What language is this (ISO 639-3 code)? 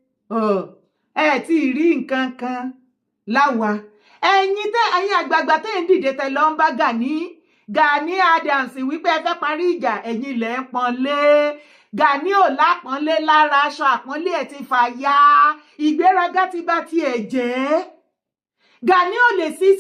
yor